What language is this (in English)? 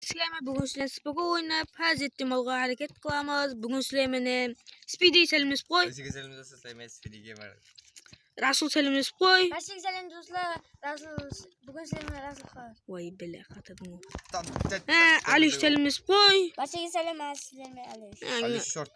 Kara-Kalpak